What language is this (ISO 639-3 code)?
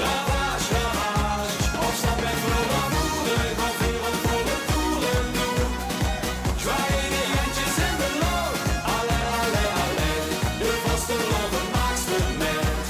lim